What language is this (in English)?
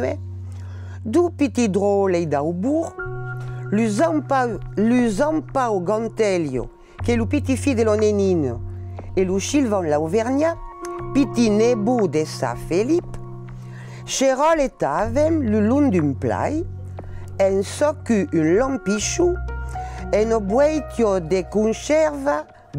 Occitan